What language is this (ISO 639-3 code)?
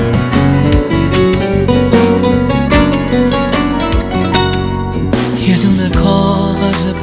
fas